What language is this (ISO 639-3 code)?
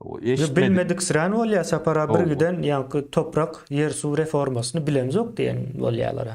tuk